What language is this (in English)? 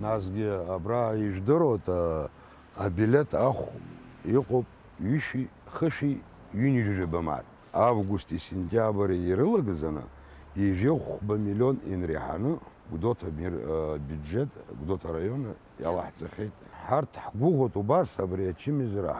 Abkhazian